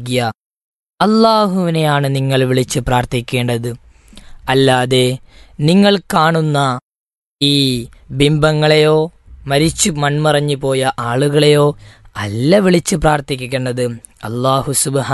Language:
Malayalam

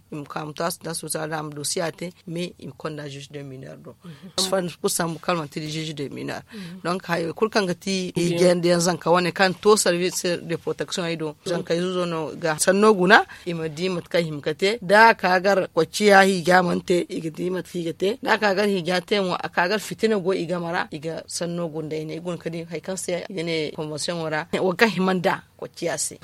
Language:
Zarma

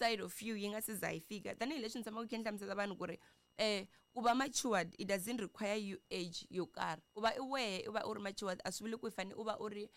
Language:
Tsonga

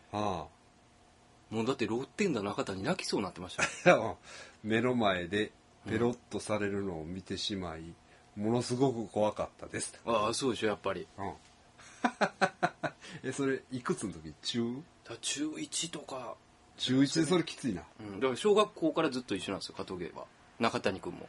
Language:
Japanese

